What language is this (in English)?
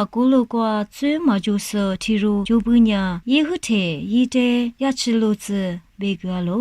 Lisu